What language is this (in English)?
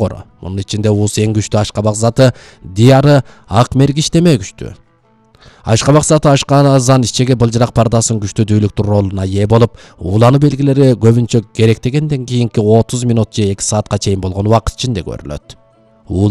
Kyrgyz